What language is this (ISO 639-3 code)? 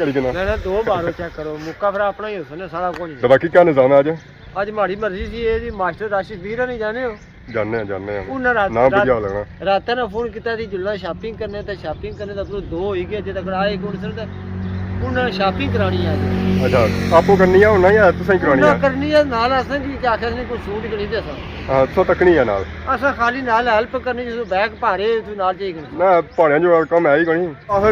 phr